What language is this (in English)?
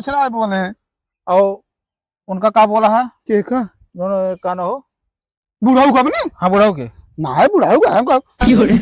Awadhi